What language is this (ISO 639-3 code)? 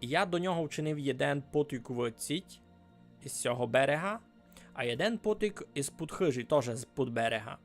rue